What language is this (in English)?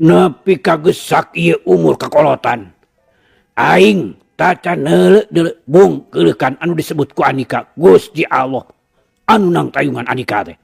Sundanese